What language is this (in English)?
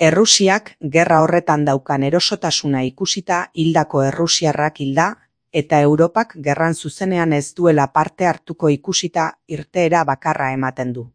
Basque